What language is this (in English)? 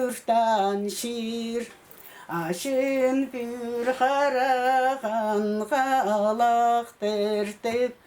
Khakas